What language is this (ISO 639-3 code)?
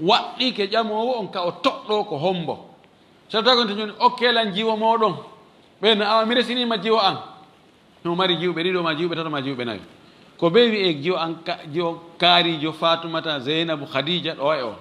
ful